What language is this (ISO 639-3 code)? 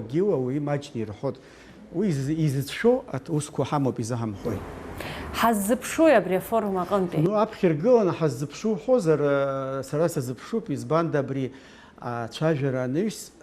abk